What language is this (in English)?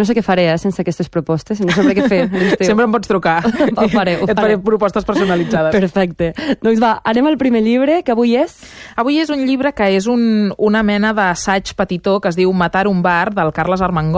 Catalan